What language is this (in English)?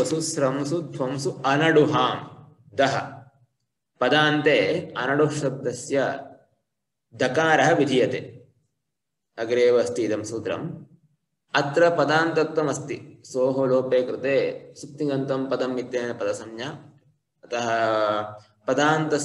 Sanskrit